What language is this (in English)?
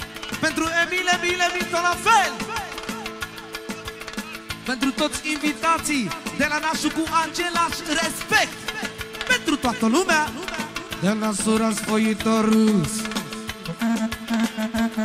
Romanian